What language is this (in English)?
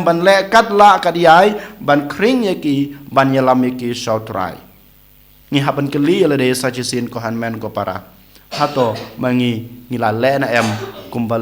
Khasi